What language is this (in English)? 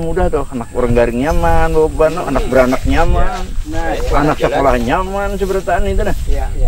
Banjar